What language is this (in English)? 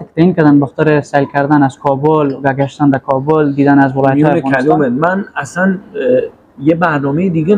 Persian